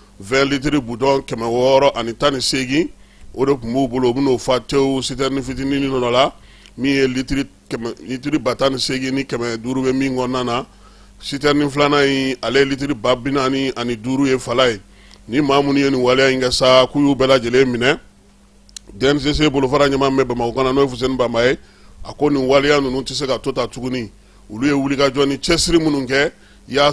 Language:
Bambara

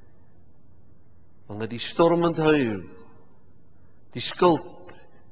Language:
Afrikaans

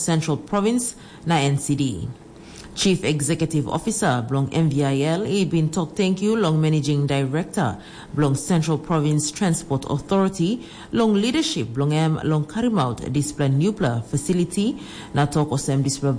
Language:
Tok Pisin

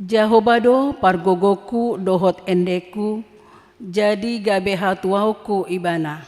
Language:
Batak Toba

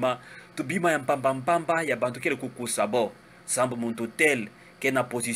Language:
Kituba (Democratic Republic of Congo)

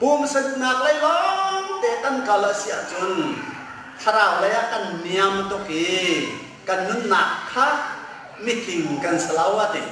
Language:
Hakha Chin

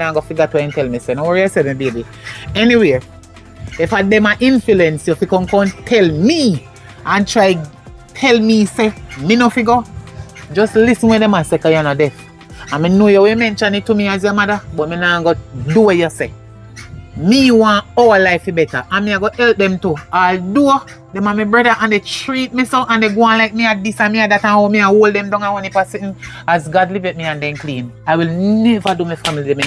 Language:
Jamaican Creole English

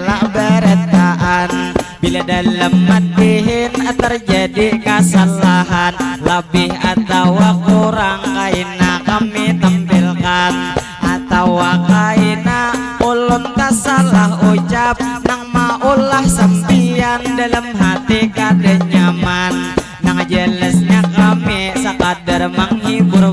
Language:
Banjar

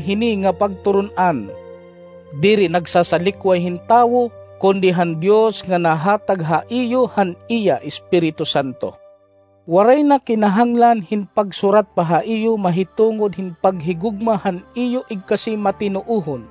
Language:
Waray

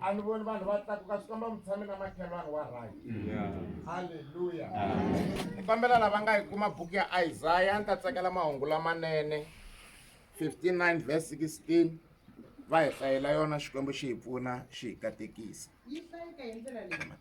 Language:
Tsonga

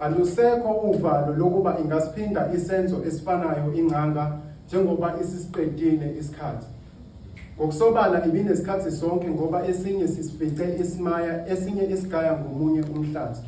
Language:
Zulu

